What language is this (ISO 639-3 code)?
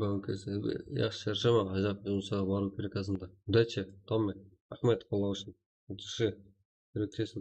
kaa